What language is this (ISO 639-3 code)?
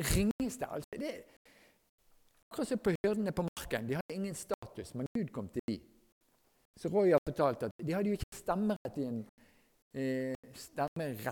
nor